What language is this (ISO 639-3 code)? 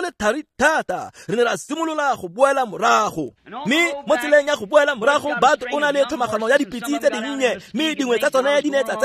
tsn